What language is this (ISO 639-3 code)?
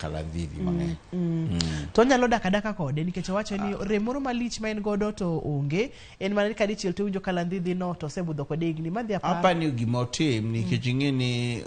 luo